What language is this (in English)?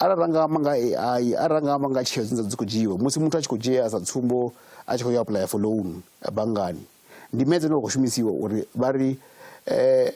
Venda